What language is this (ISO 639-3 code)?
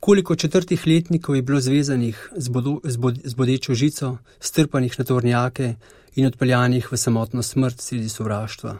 slv